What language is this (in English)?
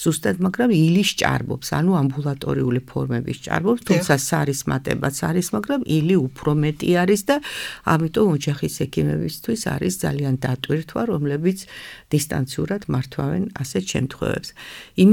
Georgian